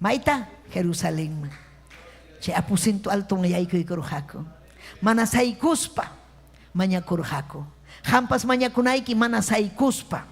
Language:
Ayacucho Quechua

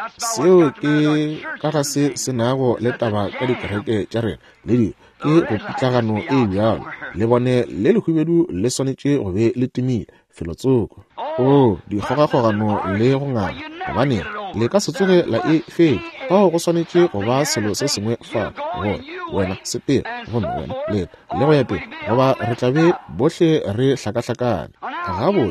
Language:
Northern Sotho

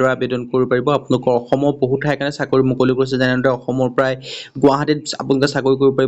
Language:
Assamese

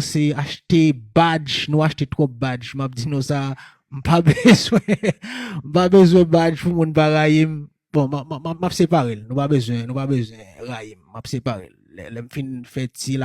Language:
Haitian Creole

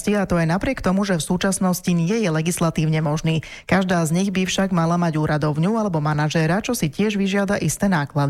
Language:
Slovak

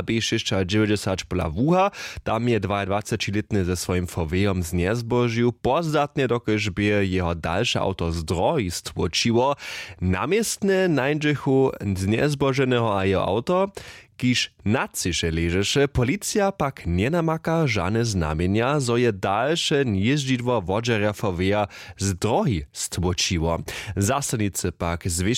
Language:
Upper Sorbian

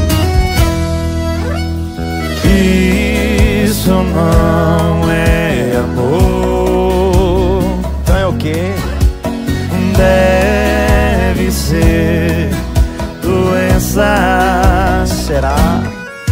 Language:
Portuguese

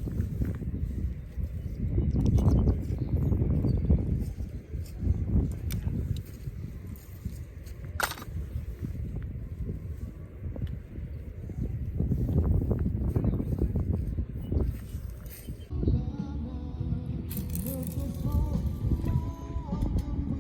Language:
S'gaw Karen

